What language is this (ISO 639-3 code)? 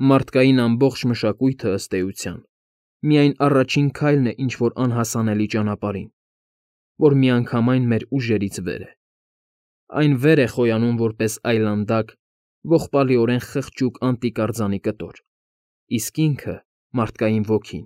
hye